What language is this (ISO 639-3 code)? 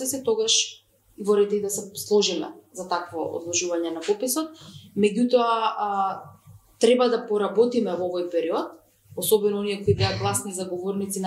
mkd